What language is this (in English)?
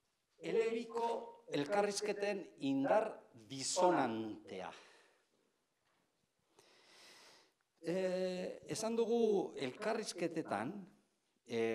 Basque